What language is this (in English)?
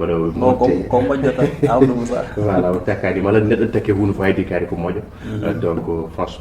Fula